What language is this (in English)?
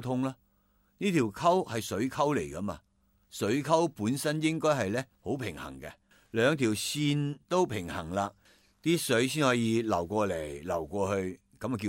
Cantonese